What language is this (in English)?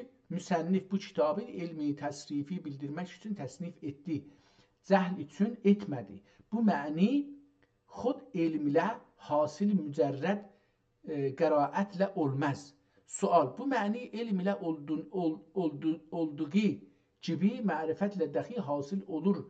South Azerbaijani